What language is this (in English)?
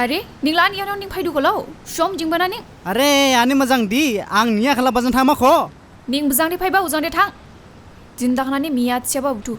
Dimasa